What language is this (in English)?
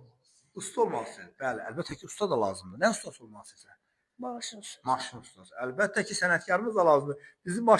Azerbaijani